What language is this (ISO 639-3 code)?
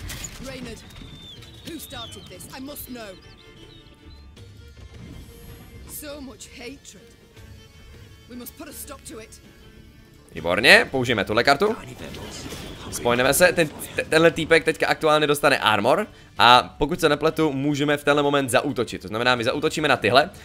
ces